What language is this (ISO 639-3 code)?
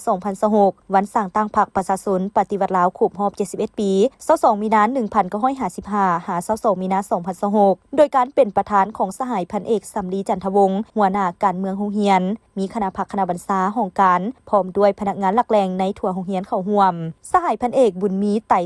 lao